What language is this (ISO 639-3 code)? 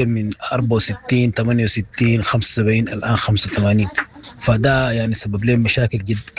apd